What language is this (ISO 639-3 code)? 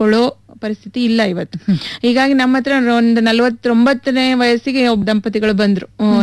kan